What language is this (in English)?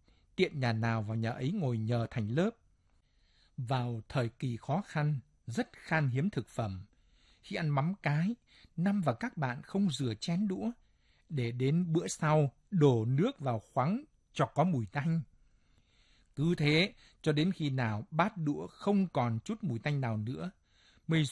Vietnamese